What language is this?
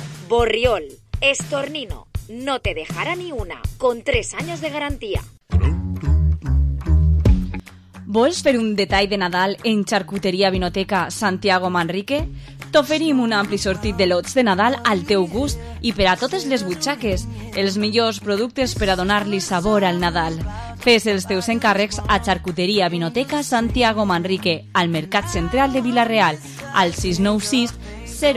Catalan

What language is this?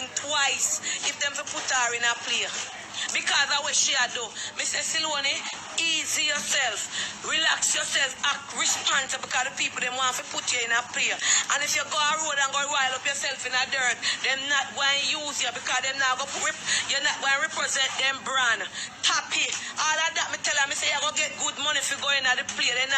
Jamaican Creole English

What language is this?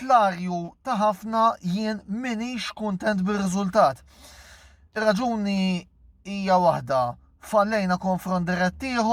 Maltese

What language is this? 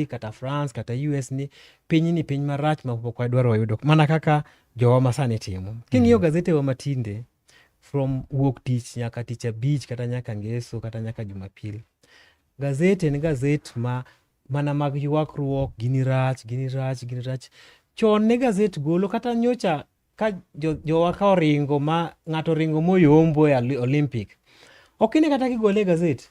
Luo (Kenya and Tanzania)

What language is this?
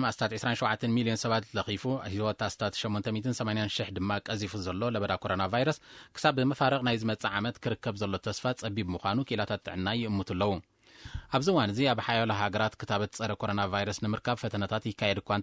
Tigrinya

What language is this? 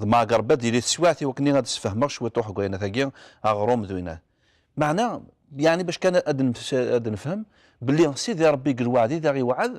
Kabyle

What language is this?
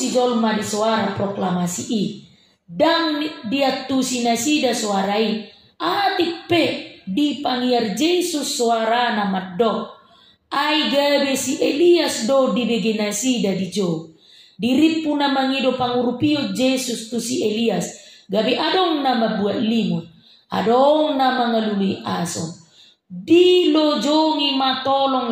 Batak Toba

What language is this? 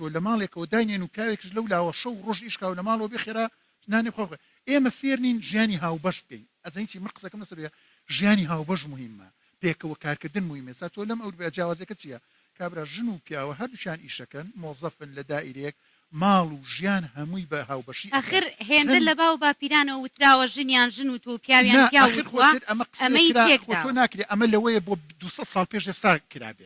Central Kurdish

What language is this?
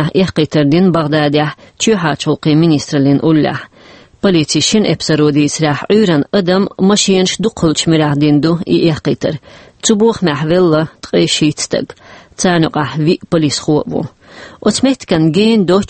Chechen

